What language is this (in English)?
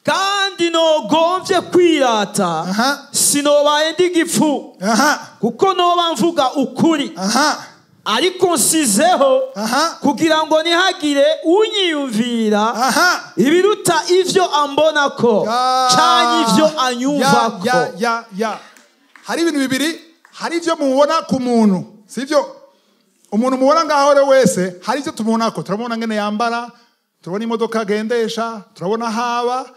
Rundi